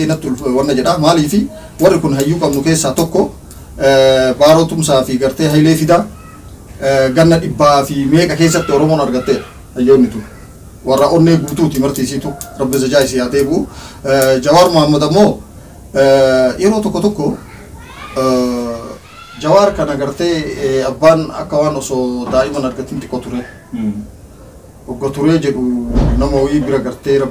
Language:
Oromo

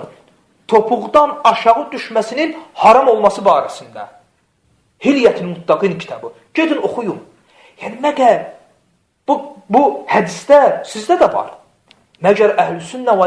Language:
Azerbaijani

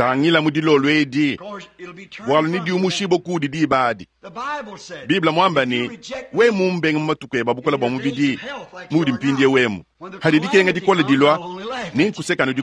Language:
Luba-Lulua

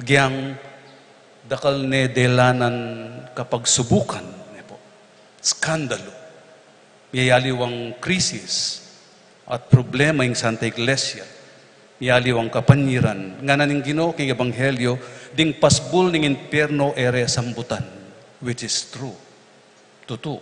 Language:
Pampanga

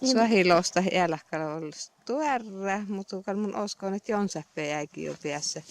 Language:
Inari Sami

